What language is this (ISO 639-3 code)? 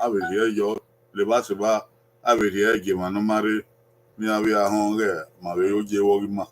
bin